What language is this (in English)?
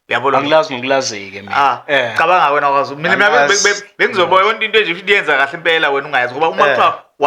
Zulu